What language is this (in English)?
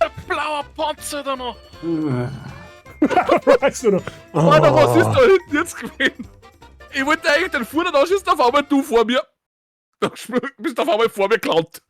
Bavarian